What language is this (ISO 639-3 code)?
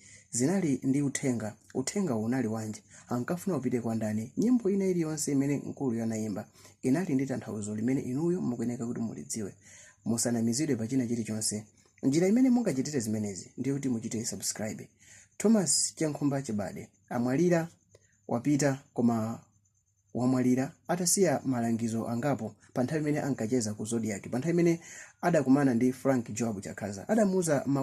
nya